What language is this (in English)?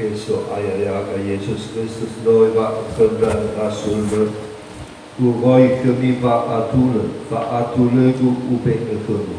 Nias